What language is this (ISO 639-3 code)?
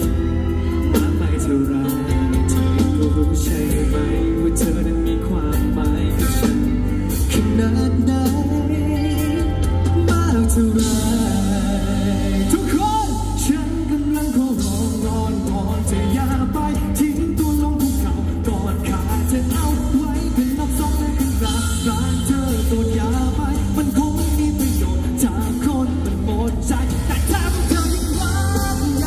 tha